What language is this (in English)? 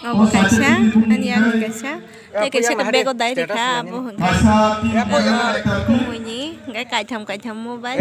Kok Borok